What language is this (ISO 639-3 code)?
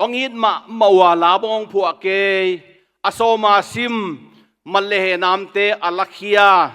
ctd